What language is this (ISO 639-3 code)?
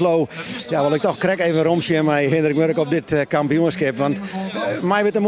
fry